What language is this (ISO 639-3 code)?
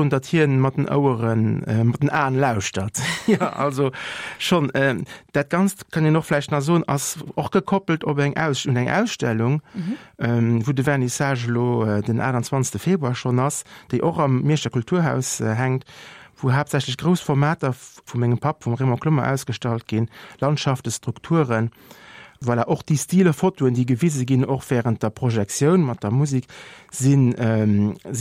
ltz